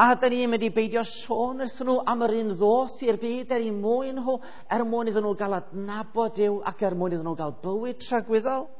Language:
Welsh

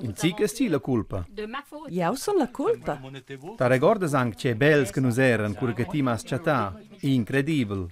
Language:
Romansh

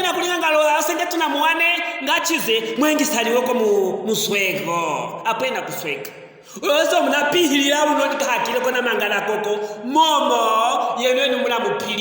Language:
Luvale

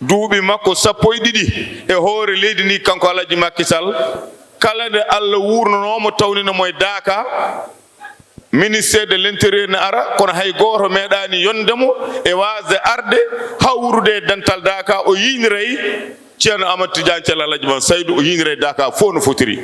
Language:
Fula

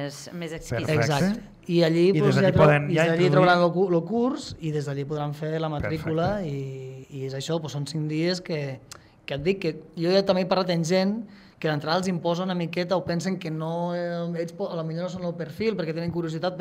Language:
Catalan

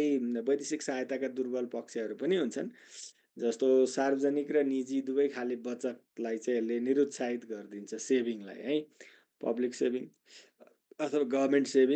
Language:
Nepali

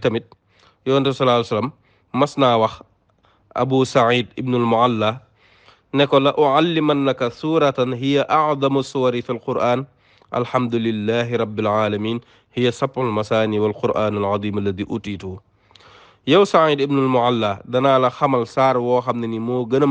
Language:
Wolof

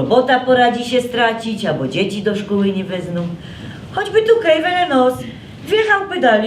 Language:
Silesian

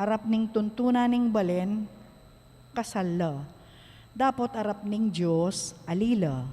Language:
Pampanga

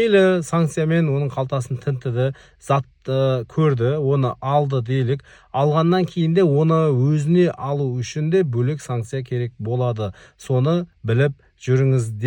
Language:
Kazakh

